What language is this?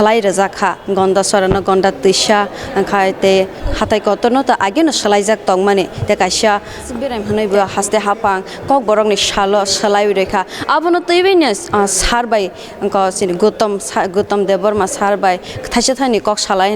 Kok Borok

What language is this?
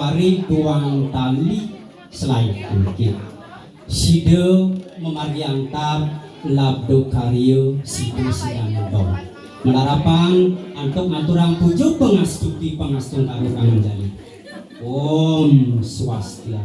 Balinese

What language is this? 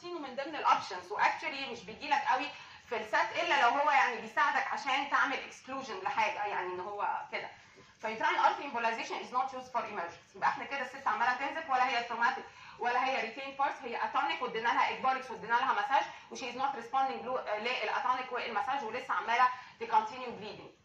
Egyptian Arabic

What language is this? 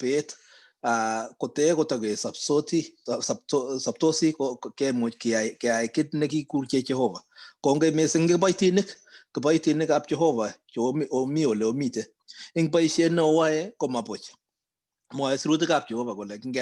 Kalenjin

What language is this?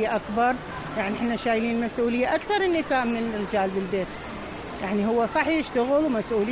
Mesopotamian Arabic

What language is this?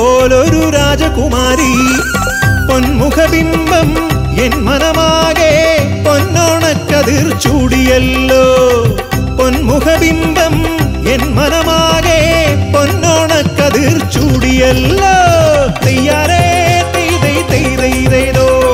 Malayalam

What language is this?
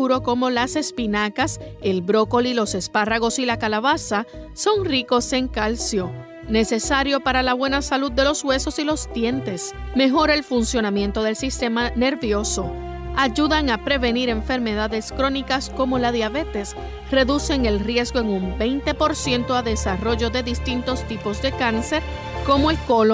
Spanish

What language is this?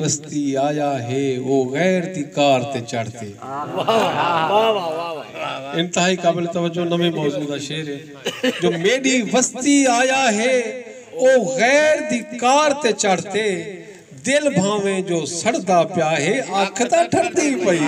Saraiki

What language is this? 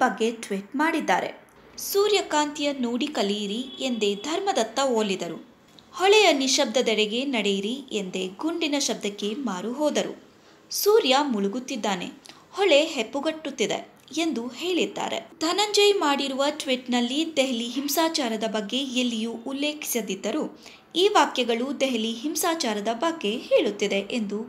Kannada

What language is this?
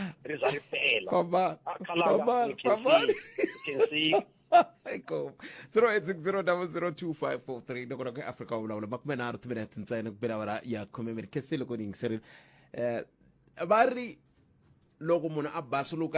Tsonga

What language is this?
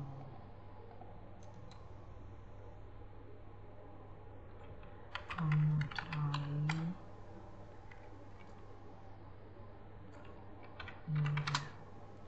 Italian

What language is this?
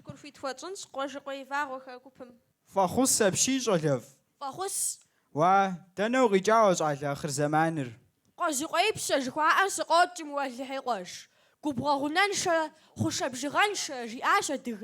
Kabardian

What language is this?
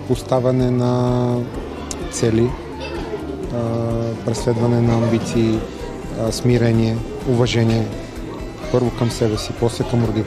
Bulgarian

